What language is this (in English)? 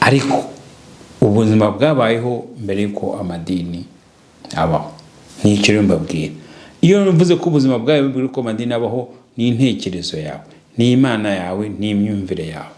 Kinyarwanda